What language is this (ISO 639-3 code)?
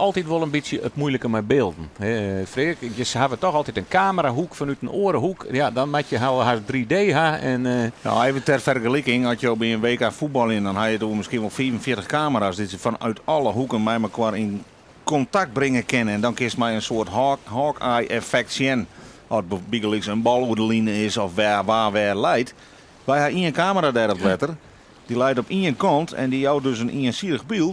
fry